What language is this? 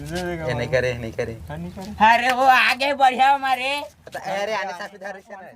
Chhattisgarhi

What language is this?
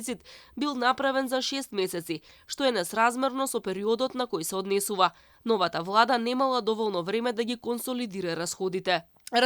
Macedonian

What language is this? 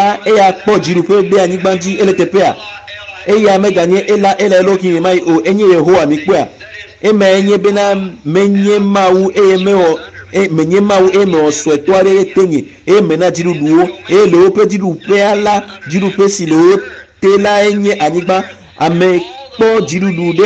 Ewe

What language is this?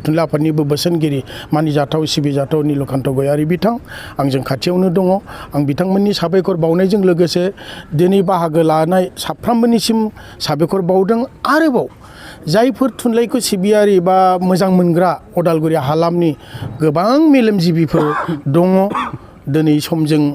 Bodo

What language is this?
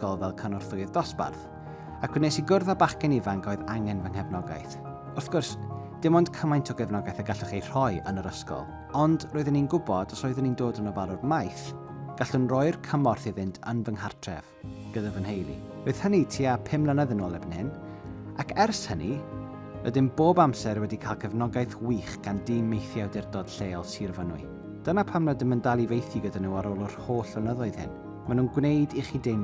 Welsh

